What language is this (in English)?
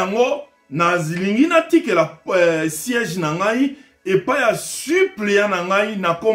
Lingala